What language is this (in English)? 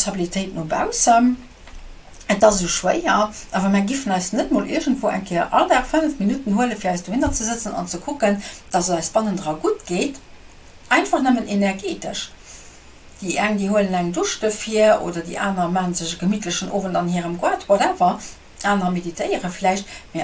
Luxembourgish